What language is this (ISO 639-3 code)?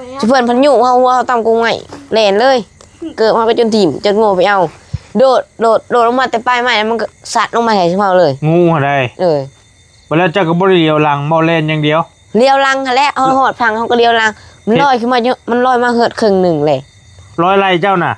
lao